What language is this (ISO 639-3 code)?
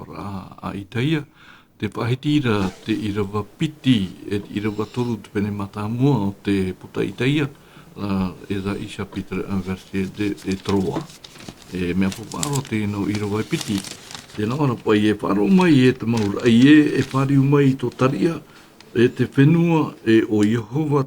tah